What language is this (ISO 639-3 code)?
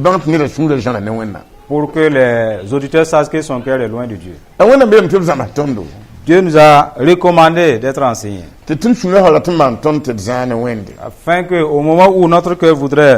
mos